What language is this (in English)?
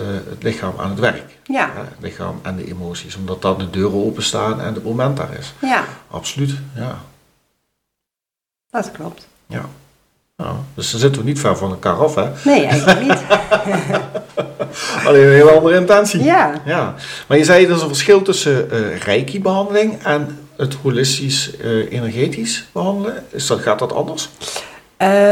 Dutch